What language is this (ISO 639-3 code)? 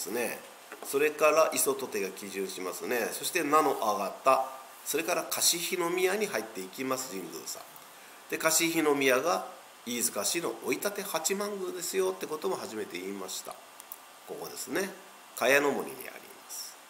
jpn